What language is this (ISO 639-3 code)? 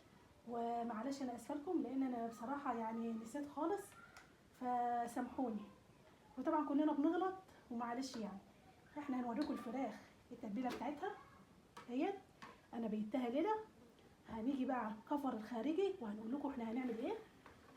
arz